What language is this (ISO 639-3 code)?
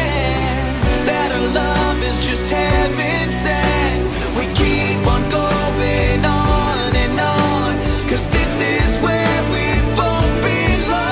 eng